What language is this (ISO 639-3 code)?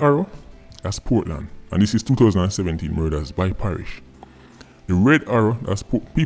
jam